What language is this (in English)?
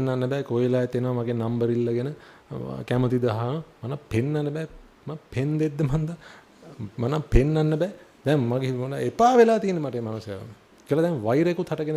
Sinhala